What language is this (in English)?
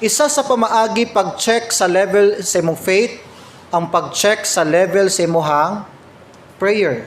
Cebuano